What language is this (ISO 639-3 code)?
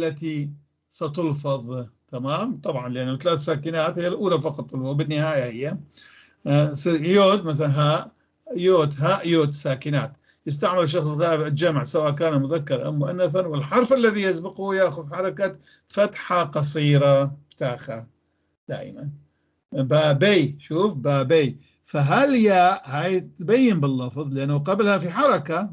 apc